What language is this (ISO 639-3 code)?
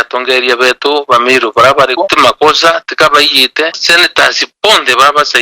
mer